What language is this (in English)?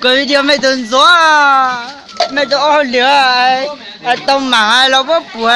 Hmong